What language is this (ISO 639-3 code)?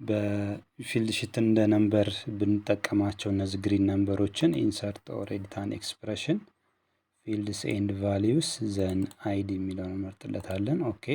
amh